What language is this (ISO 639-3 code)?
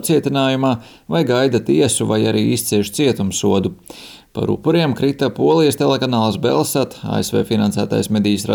lav